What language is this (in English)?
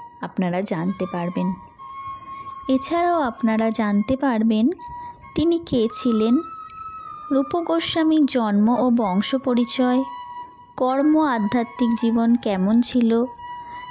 Bangla